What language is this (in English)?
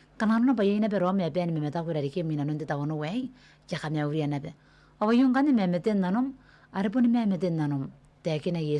Gilbertese